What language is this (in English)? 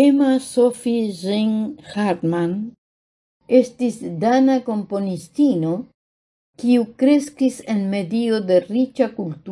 Esperanto